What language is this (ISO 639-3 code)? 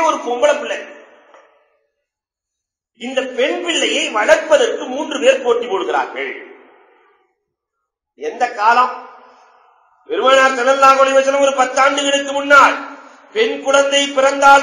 tam